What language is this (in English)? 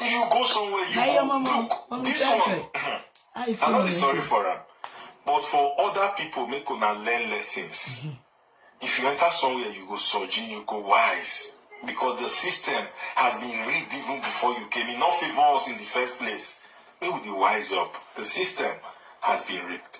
Nigerian Pidgin